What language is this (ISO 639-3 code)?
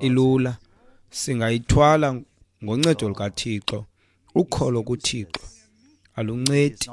xho